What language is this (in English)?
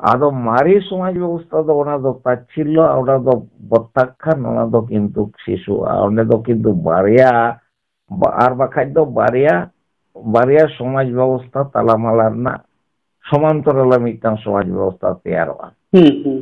Santali